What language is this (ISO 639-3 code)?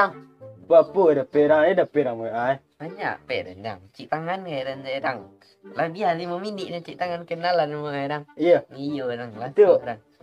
min